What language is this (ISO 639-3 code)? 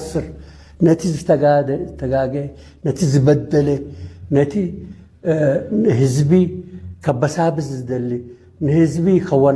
tir